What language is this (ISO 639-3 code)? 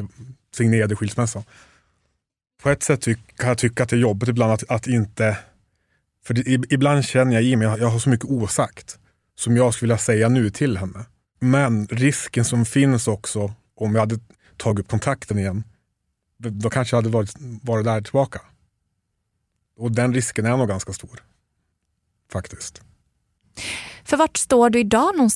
swe